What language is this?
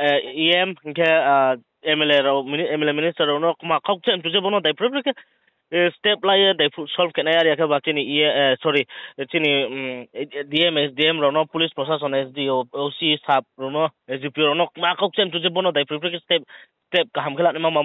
Riang (India)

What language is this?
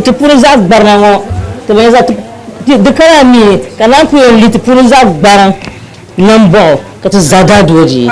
Dagbani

